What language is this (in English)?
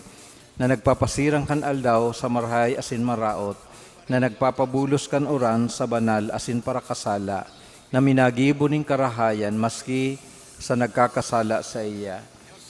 Bikol